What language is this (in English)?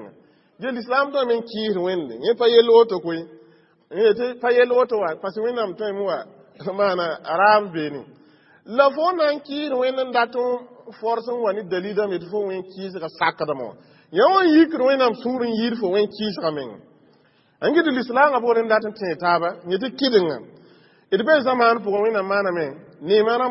Mossi